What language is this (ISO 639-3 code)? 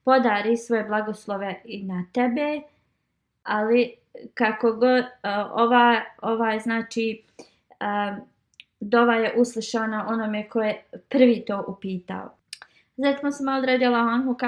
bos